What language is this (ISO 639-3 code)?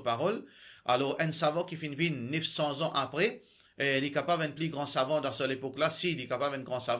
mfe